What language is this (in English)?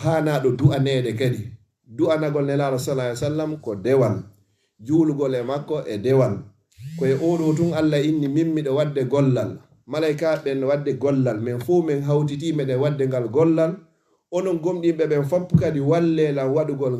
Fula